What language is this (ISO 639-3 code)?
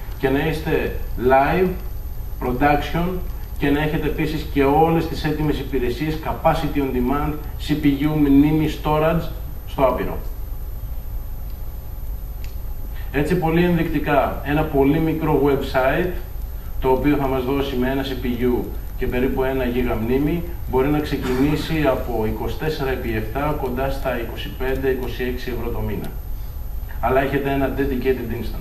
ell